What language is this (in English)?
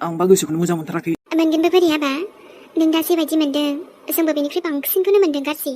Bodo